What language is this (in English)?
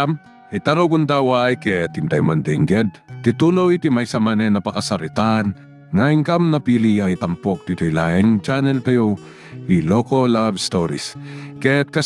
Iloko